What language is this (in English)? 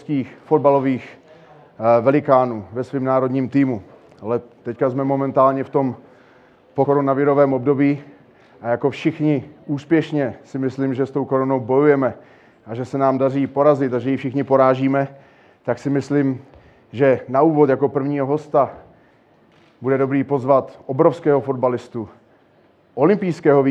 Czech